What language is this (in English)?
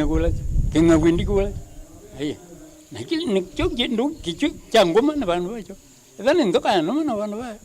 Kamba